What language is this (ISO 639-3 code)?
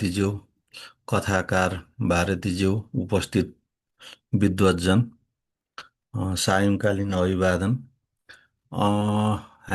nep